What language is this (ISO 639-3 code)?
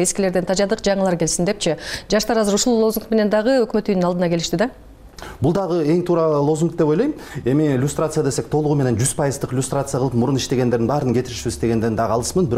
kir